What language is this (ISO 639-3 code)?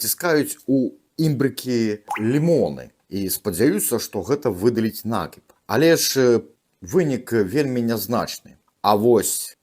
bel